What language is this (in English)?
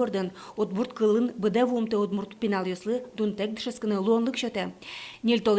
Udmurt